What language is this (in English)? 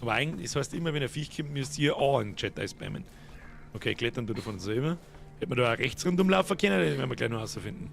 Bavarian